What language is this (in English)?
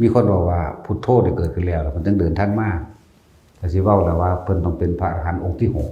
Northeastern Thai